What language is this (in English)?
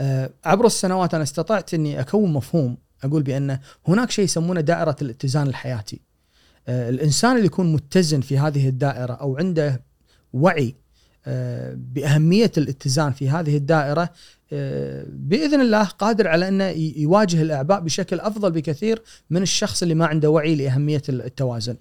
Gulf Arabic